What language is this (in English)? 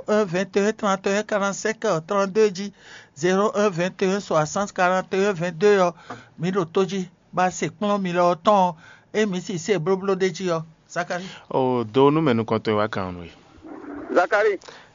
Fon